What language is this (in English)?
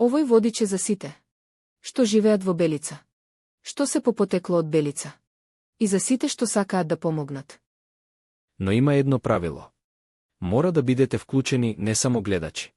Macedonian